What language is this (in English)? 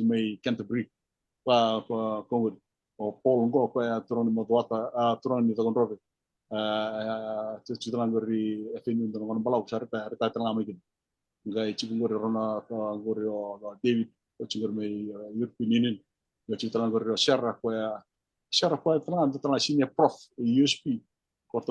Fijian